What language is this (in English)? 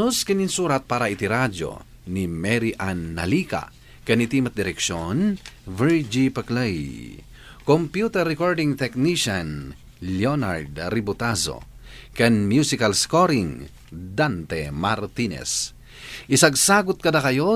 Iloko